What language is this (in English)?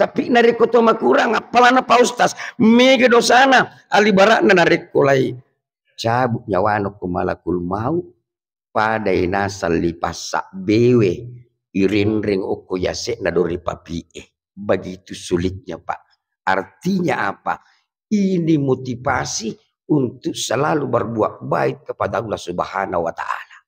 Buginese